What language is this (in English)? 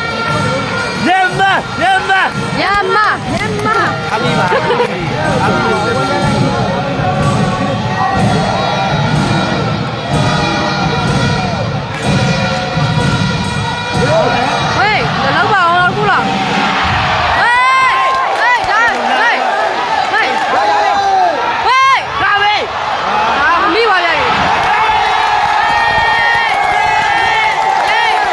Burmese